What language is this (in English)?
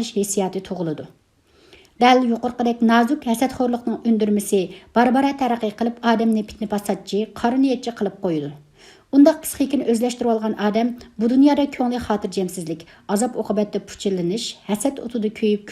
Uyghur